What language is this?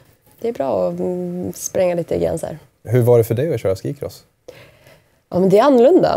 Swedish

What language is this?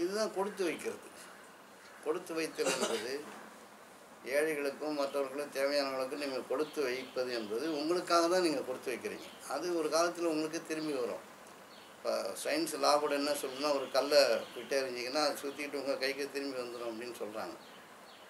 Tamil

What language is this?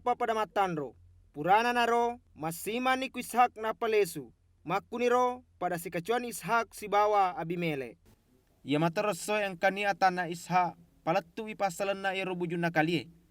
Buginese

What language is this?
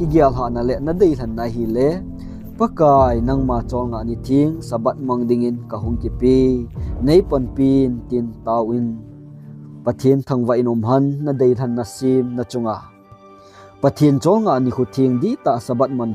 Thado Chin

